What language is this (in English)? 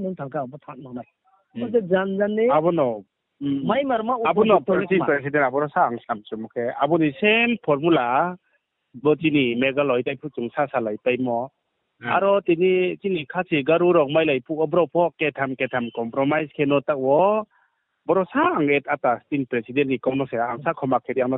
Riang (India)